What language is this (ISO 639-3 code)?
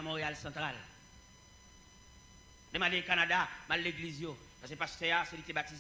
fra